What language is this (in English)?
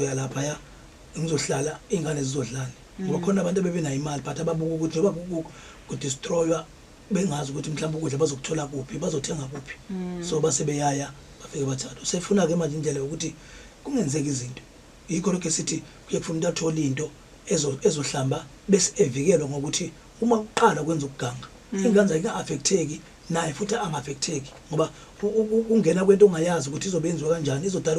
Zulu